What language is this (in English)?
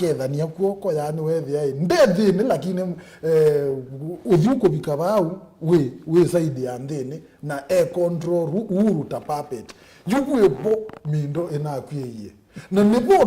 Kamba